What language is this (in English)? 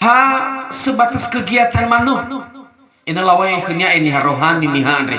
Nias